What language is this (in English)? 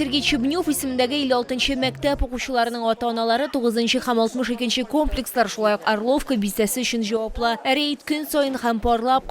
Tatar